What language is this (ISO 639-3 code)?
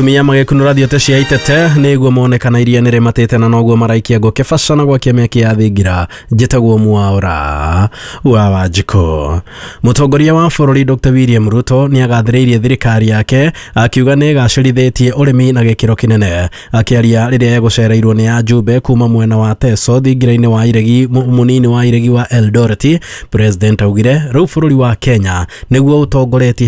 kik